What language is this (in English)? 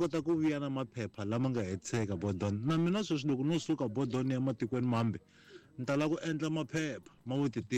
Tsonga